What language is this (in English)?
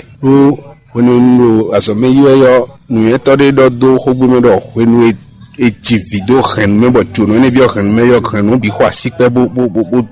Fon